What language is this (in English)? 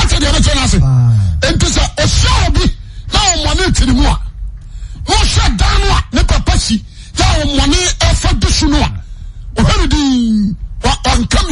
Akan